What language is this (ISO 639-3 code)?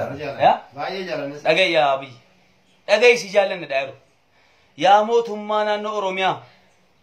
orm